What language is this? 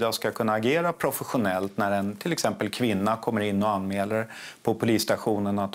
Swedish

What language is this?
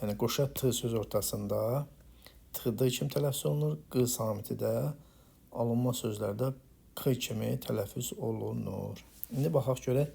Azerbaijani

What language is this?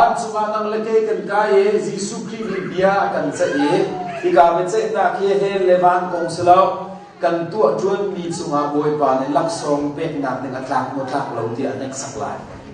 Hakha Chin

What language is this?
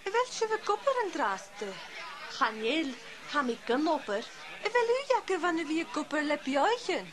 Scottish Gaelic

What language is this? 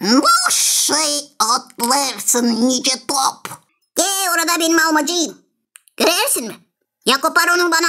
Gagauz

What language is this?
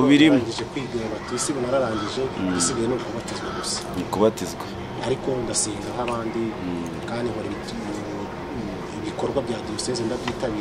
Kinyarwanda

